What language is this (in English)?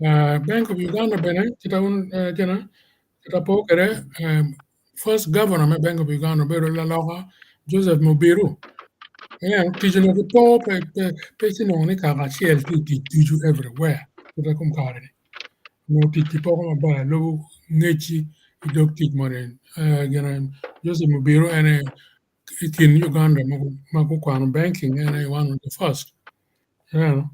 Acoli